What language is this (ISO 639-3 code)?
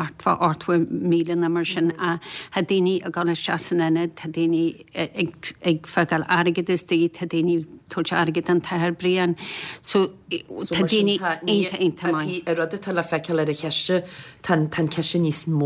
gle